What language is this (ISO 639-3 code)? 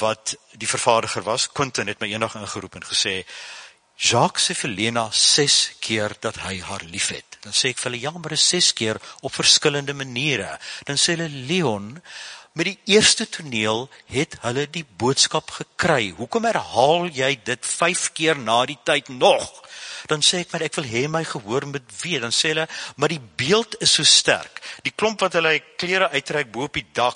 afr